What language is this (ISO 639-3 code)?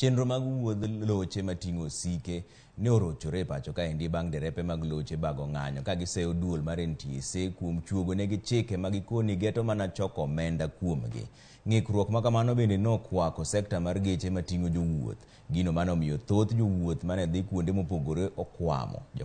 luo